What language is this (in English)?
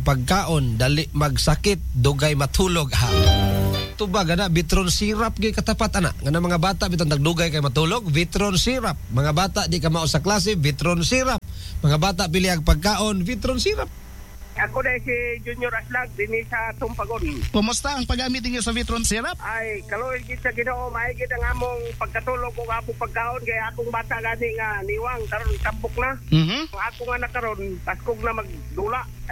Cebuano